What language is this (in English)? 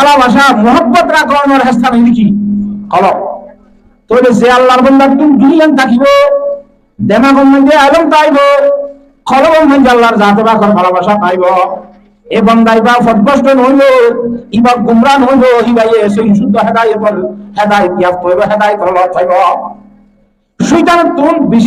Rohingya